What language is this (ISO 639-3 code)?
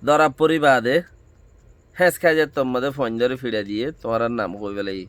rhg